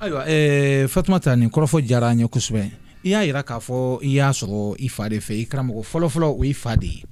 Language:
Bambara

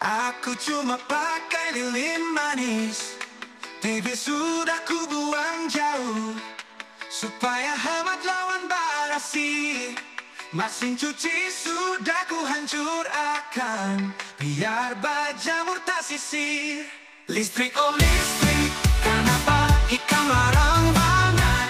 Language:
Banjar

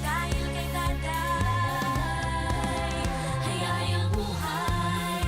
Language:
Bikol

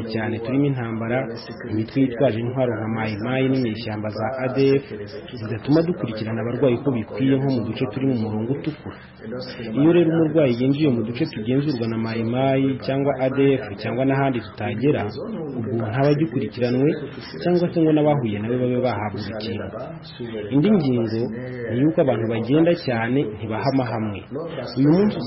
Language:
Kinyarwanda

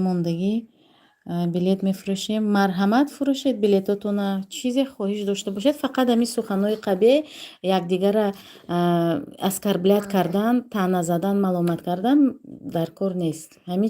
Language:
Tajik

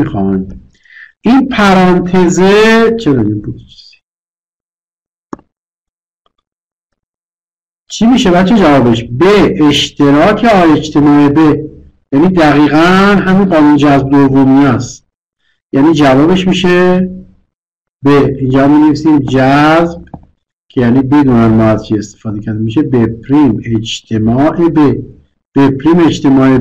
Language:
Persian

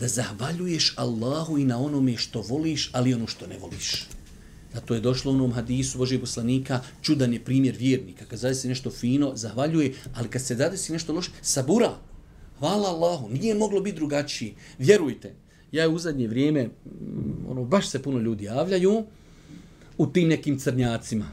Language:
Bosnian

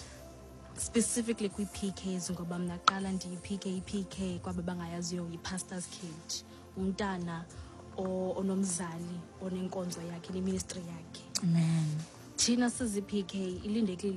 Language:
Xhosa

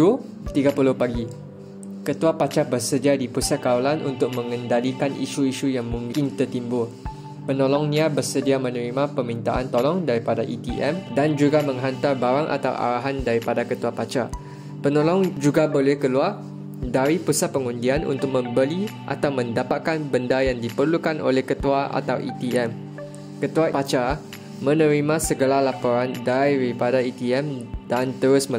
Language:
Malay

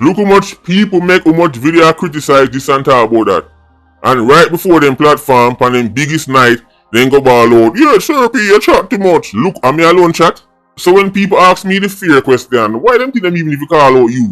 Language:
Jamaican Creole English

